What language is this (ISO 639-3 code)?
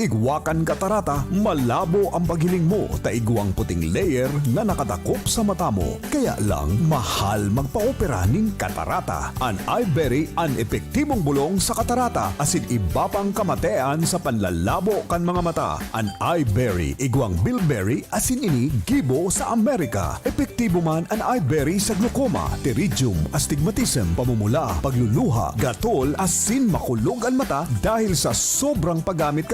bik